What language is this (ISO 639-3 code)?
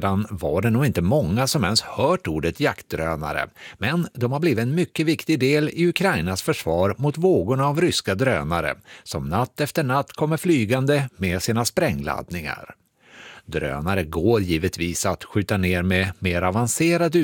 swe